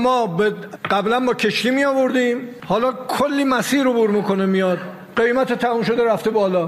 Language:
Persian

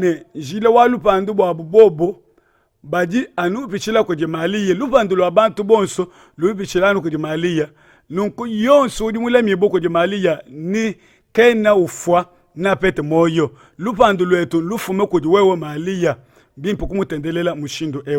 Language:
Luba-Lulua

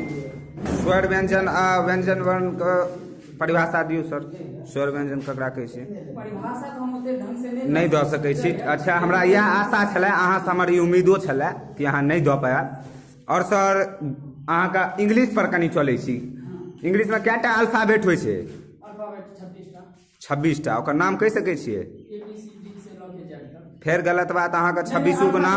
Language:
Maithili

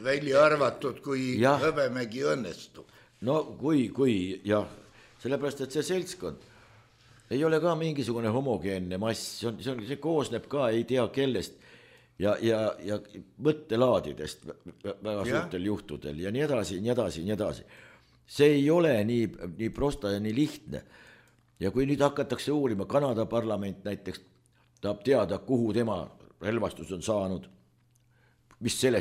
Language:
Estonian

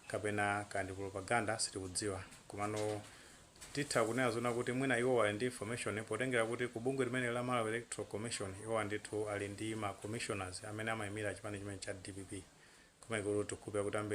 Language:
Nyanja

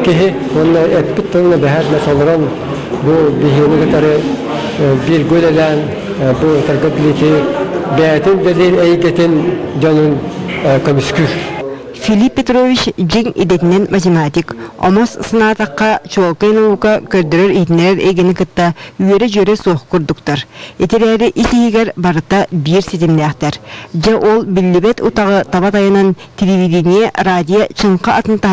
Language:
Yakut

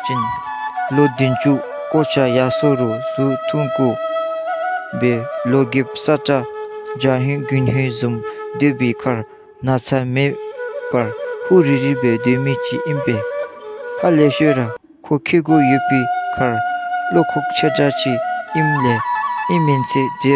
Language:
Dzongkha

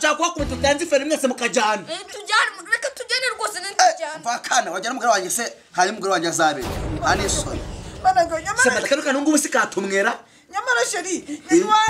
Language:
Kinyarwanda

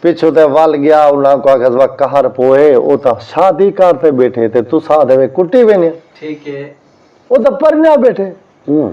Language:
Saraiki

